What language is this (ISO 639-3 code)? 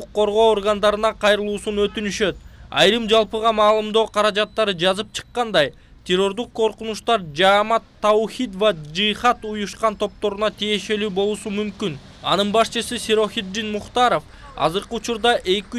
kir